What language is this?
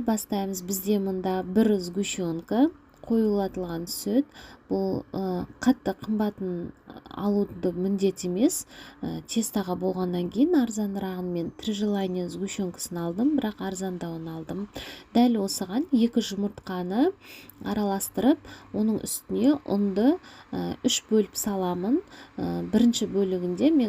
Kazakh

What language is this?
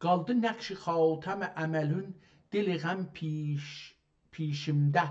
South Azerbaijani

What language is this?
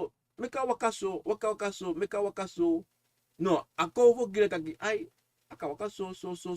Sranan Tongo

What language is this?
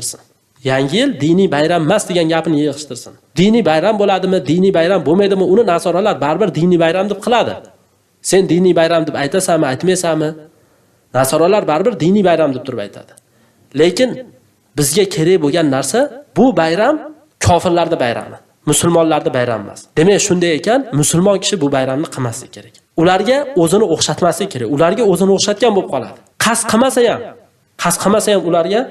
Uzbek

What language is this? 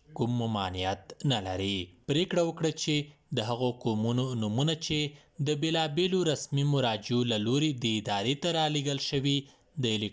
Pashto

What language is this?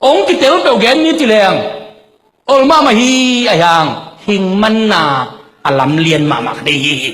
Tedim Chin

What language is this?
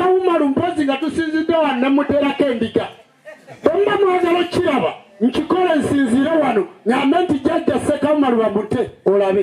Ganda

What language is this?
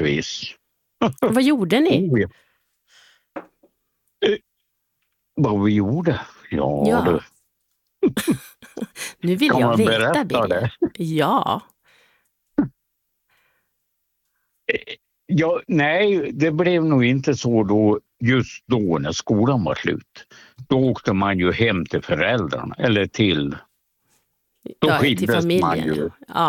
Swedish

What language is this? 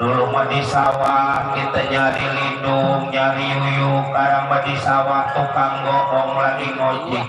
Betawi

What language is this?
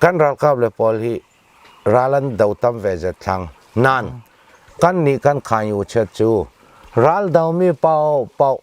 Hakha Chin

